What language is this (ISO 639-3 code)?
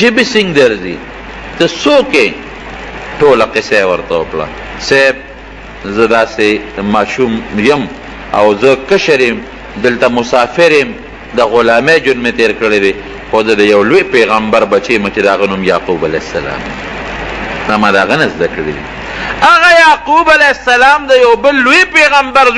pus